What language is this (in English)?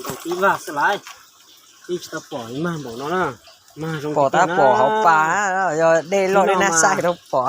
Hmong